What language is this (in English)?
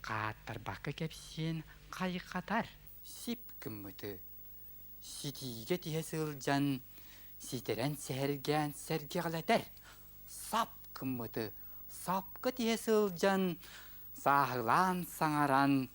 Yakut